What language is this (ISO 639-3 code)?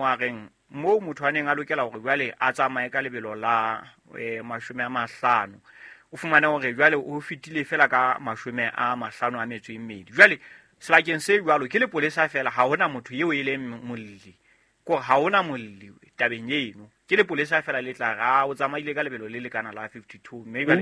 sot